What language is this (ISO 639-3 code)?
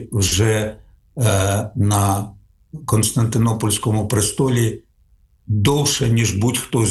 ukr